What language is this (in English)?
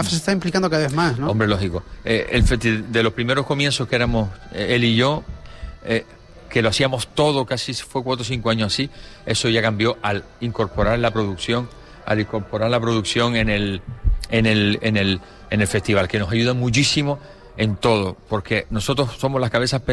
Spanish